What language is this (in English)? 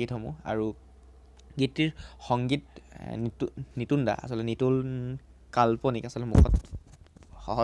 Assamese